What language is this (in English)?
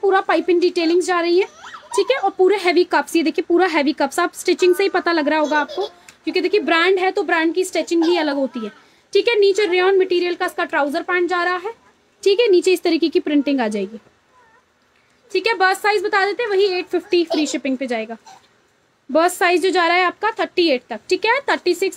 Hindi